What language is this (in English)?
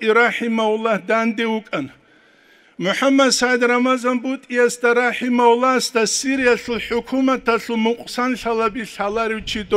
Avaric